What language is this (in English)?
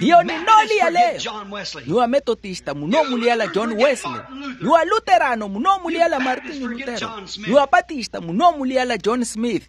Makhuwa